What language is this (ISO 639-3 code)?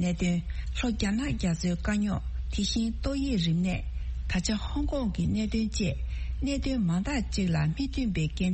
bod